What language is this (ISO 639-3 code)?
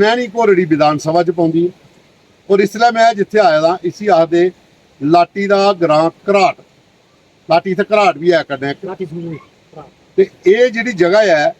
doi